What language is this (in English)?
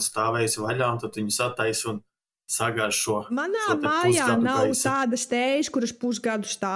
Latvian